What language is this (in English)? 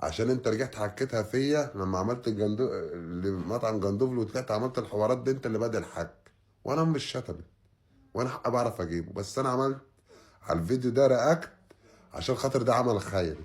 Egyptian Arabic